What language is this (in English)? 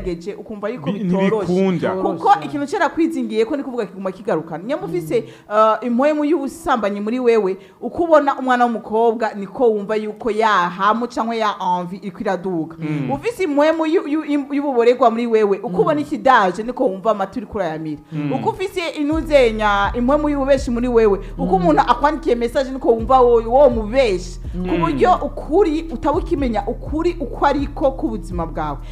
Rundi